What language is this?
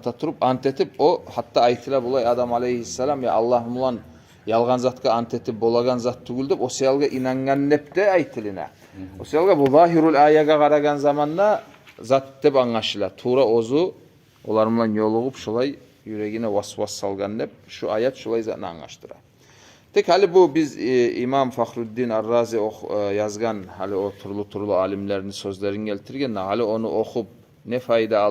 Kumyk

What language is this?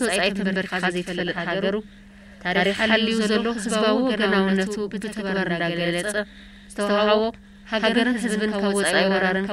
Tigrinya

